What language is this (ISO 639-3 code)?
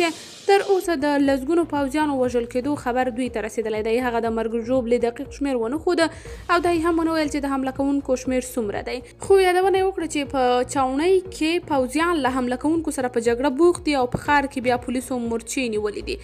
pus